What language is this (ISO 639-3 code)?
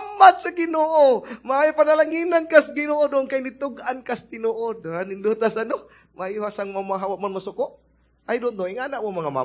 ceb